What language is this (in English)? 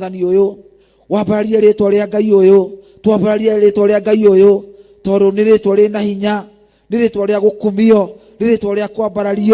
Kikuyu